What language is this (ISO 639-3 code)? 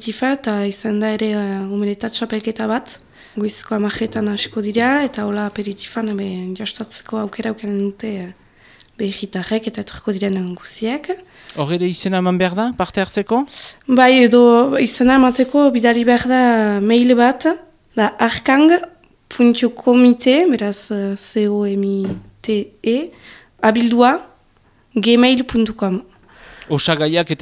eus